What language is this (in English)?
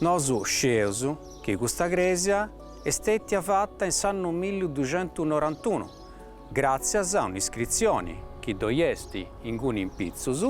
Sardinian